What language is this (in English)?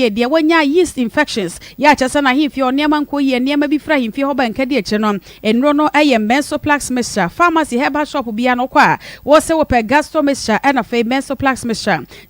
Akan